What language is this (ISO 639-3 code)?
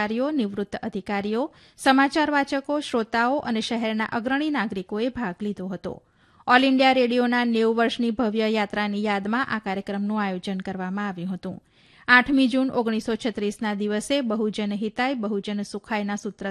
guj